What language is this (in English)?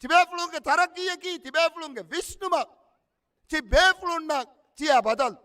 Divehi